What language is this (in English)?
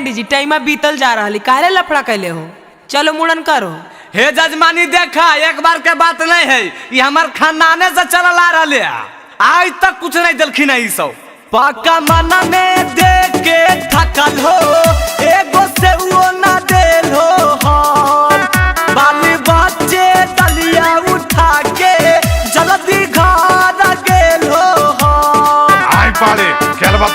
Magahi